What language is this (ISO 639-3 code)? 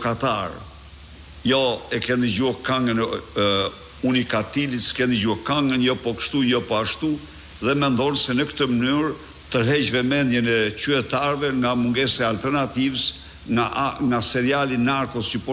sqi